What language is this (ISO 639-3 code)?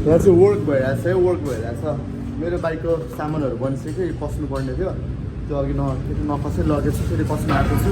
nep